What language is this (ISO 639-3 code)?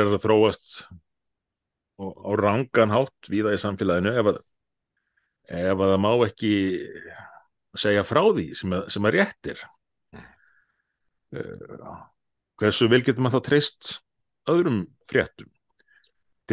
isl